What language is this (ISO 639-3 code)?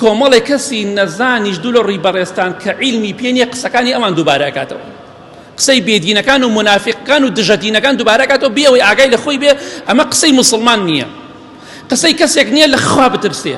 ckb